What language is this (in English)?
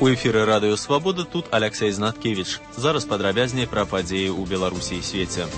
Belarusian